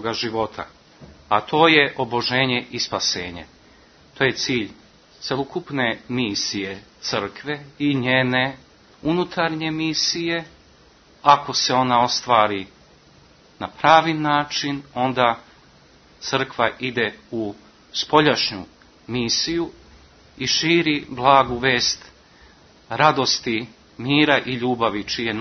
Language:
Serbian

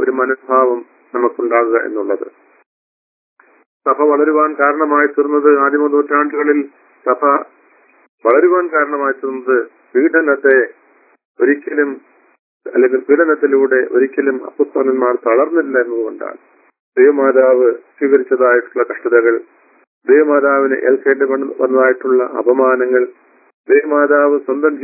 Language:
Malayalam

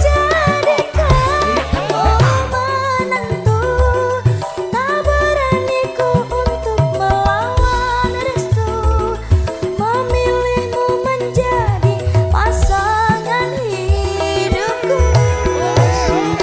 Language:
Indonesian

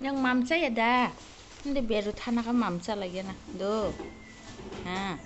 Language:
Kok Borok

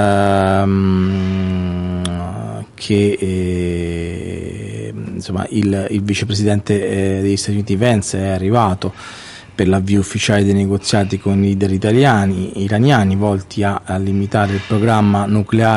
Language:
Italian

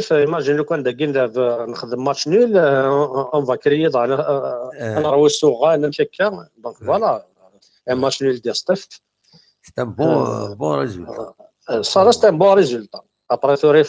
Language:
Kabyle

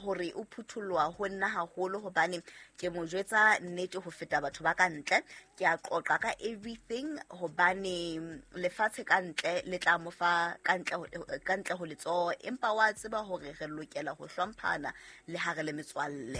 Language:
Southern Sotho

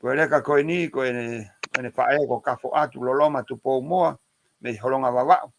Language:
Tongan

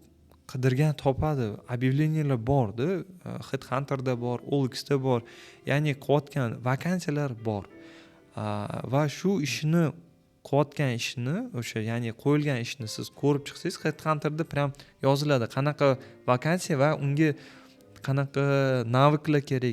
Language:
Uzbek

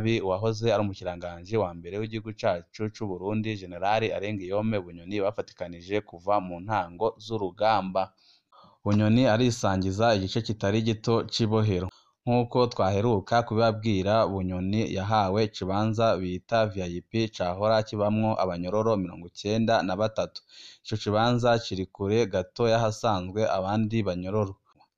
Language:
Rundi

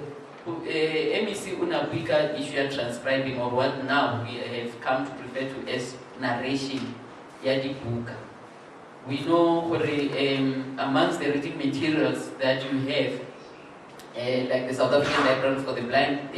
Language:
Tswana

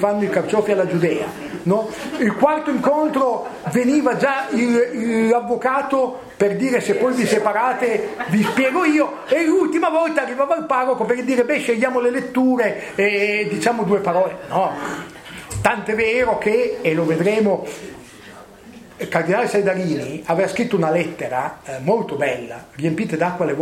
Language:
Italian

